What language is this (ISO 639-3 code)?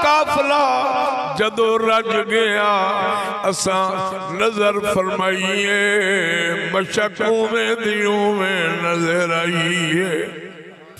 skr